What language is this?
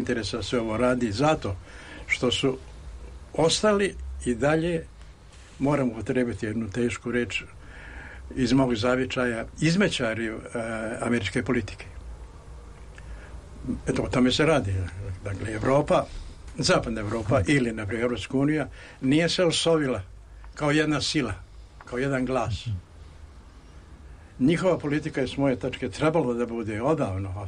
Serbian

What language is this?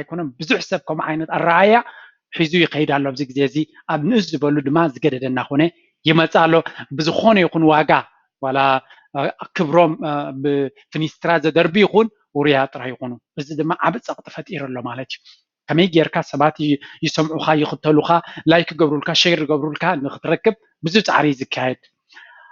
Tigrinya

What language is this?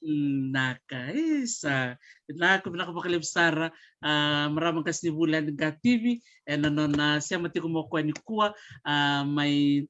Fijian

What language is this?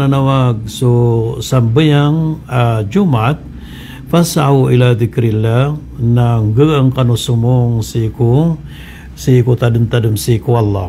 Maranao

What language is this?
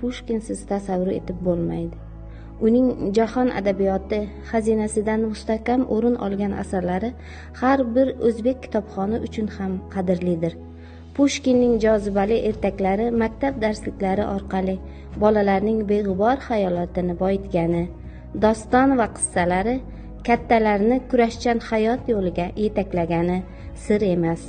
Uzbek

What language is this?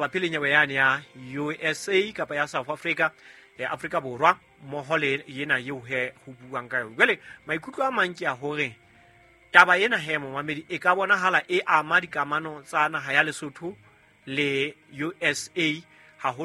Southern Sotho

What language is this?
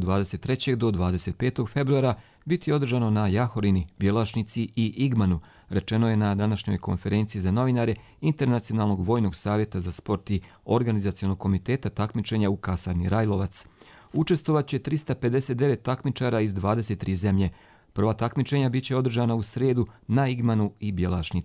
Croatian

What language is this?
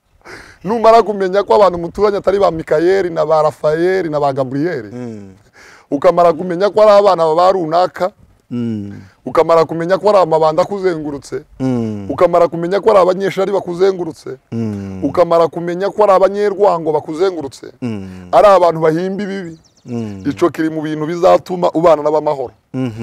Kinyarwanda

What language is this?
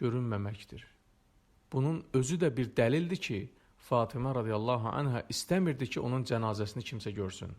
Azerbaijani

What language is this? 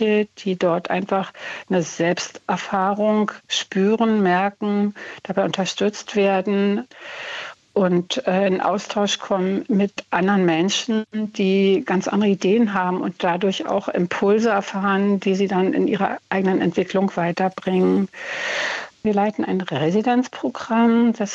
German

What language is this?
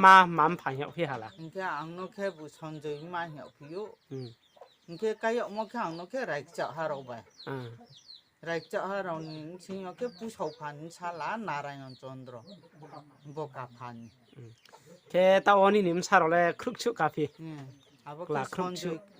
Riang (India)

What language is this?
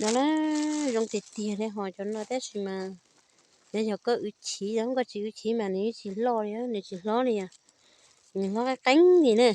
Hmong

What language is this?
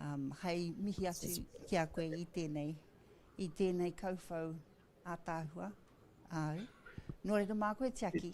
Māori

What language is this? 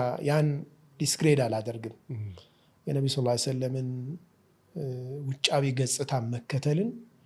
Amharic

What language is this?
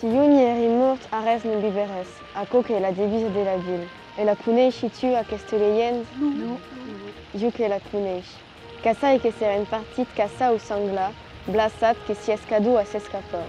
Occitan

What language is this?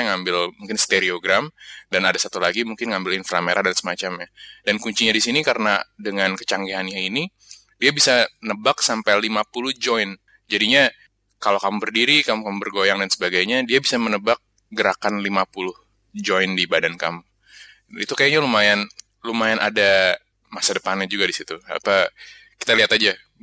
Indonesian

